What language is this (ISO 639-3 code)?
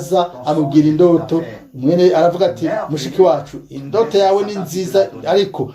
run